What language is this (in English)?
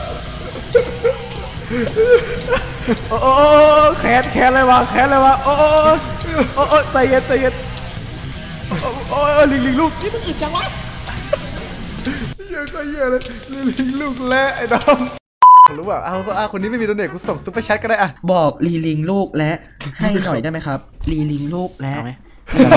Thai